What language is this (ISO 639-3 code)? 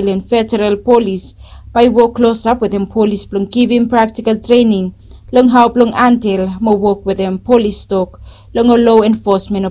bis